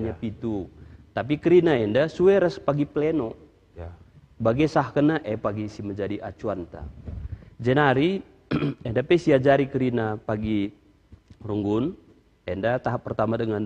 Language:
Batak Karo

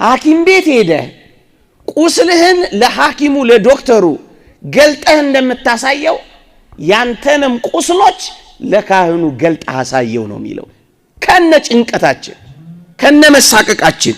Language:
Amharic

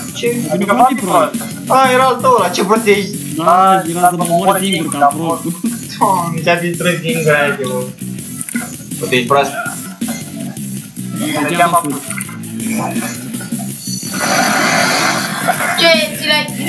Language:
Romanian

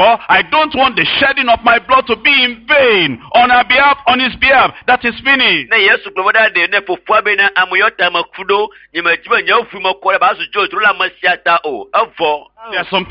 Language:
Ewe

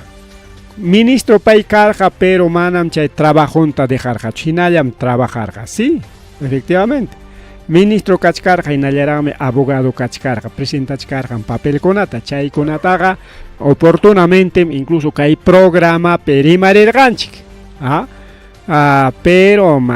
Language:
Ayacucho Quechua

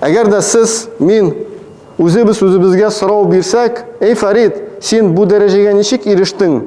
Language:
Tatar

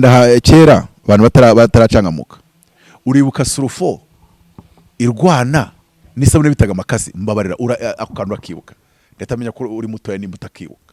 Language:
Kinyarwanda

